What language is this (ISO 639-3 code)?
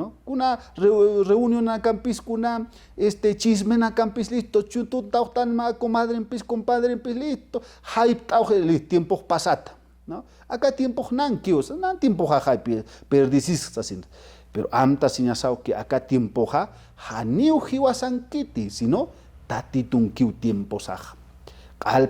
aym